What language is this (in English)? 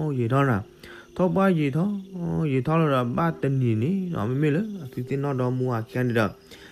S'gaw Karen